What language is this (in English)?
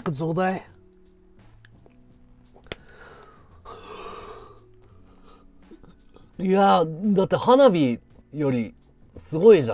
Japanese